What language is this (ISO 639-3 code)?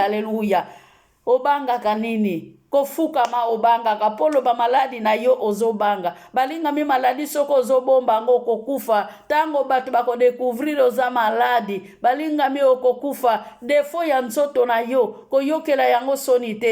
lin